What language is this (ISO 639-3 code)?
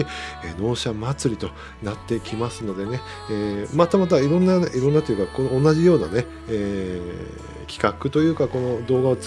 jpn